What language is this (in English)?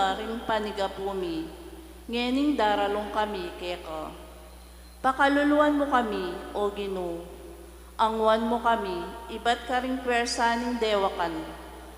Pampanga